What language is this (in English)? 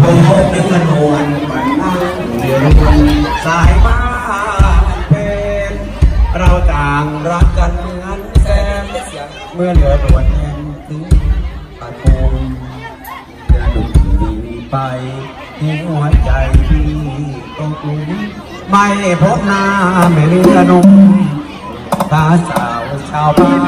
Thai